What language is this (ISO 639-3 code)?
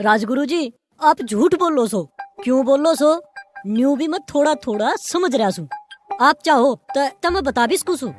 bgc